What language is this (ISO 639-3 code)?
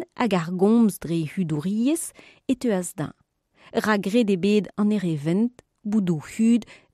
bre